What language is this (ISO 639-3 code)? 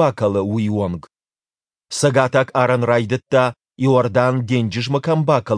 oss